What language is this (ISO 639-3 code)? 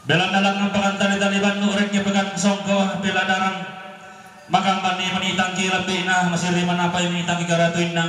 sda